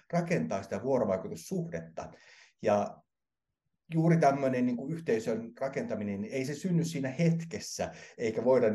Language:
Finnish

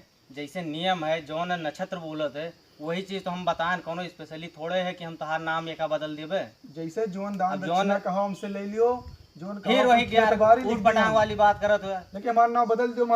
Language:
Awadhi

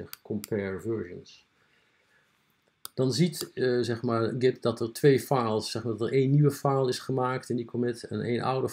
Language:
Dutch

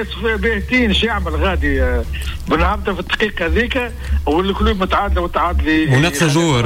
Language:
Tunisian Arabic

